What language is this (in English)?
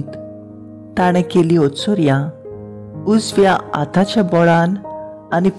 Konkani